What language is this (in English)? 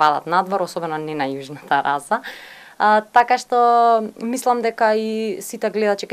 Macedonian